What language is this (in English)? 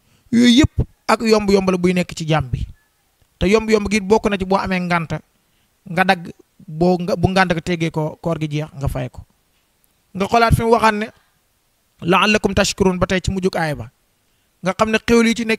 Wolof